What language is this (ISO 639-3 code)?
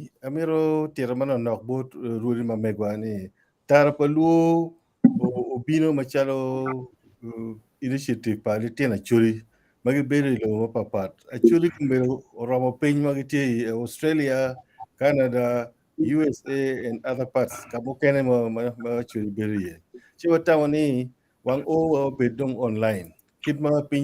ach